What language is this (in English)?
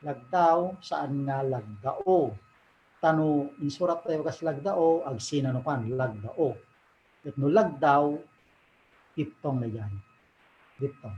Iloko